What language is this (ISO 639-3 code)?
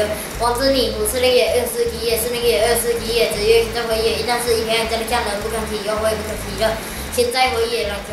lzh